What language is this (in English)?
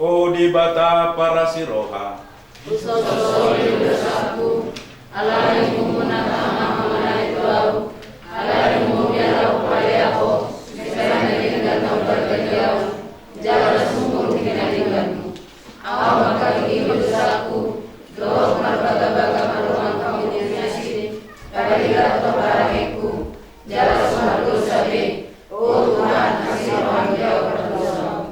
Batak Toba